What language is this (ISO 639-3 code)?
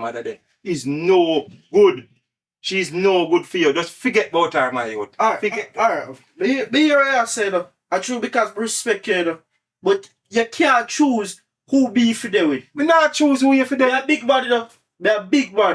jam